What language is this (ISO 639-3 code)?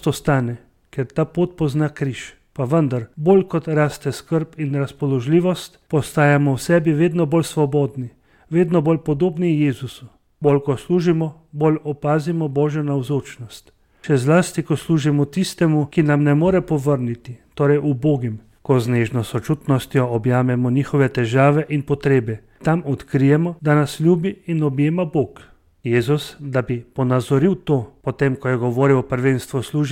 slv